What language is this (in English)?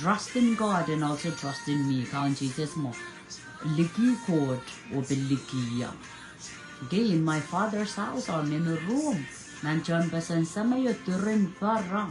Pohnpeian